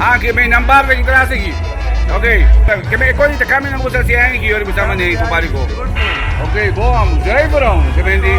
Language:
Papiamento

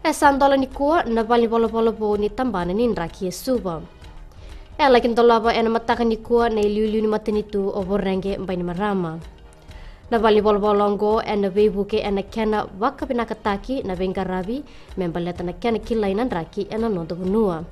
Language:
Fijian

